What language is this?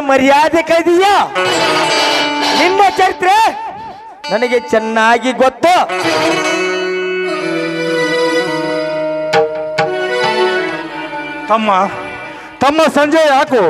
Kannada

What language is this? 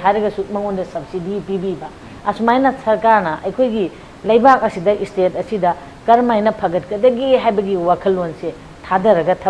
Manipuri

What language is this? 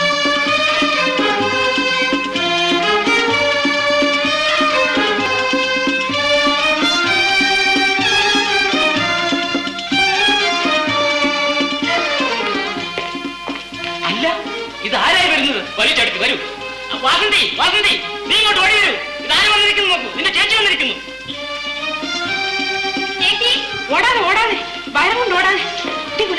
Malayalam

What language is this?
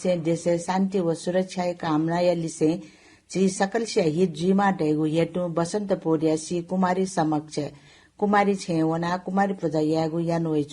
Newari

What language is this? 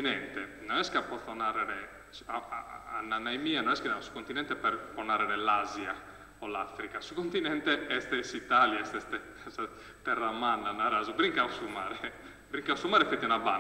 Sardinian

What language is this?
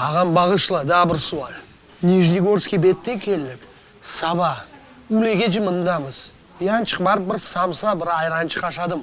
Crimean Tatar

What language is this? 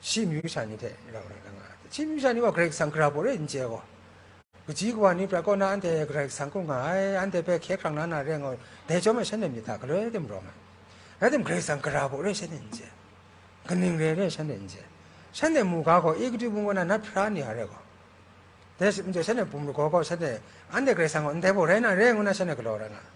Kachin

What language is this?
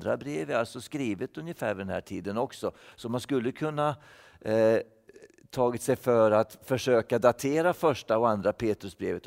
Swedish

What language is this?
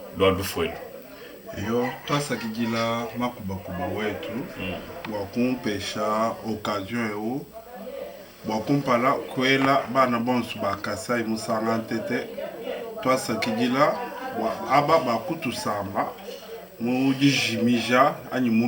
Luba-Lulua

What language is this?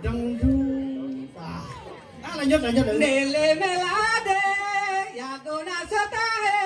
Balinese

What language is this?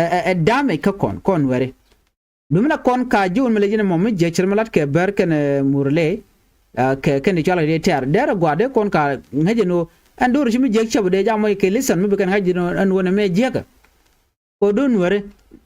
Nuer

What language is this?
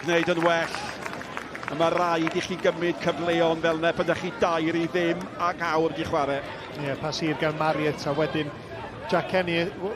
Welsh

